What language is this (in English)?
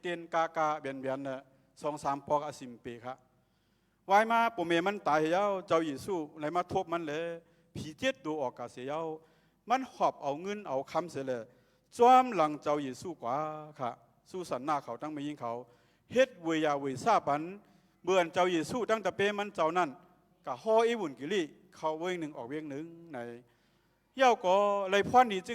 Shan